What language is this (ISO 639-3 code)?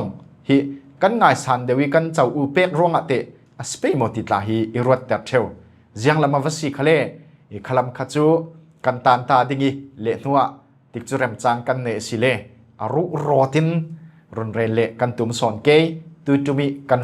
cfm